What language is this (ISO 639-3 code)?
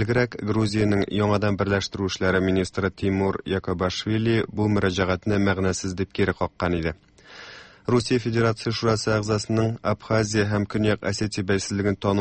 tat